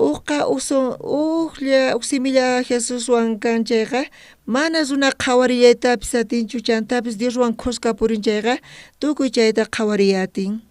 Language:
South Bolivian Quechua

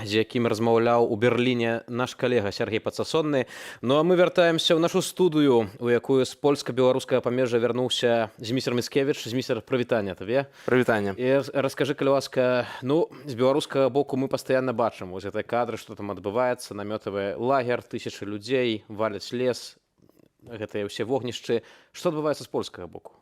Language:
Belarusian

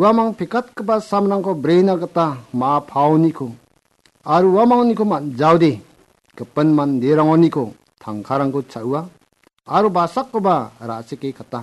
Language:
Garo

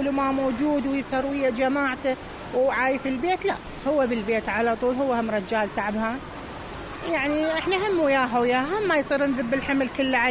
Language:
Mesopotamian Arabic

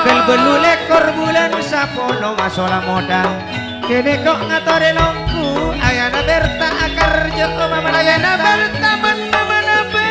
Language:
Madurese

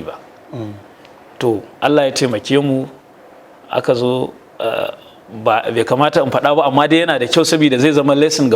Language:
Hausa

